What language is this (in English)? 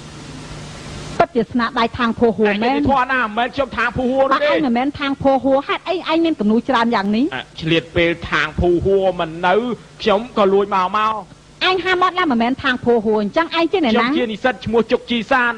Khmer